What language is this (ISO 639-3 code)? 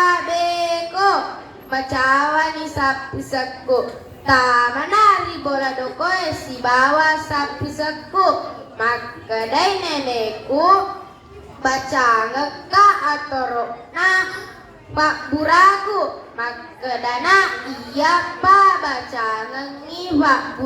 bug